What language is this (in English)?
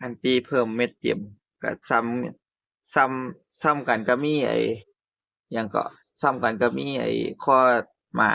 Northeastern Thai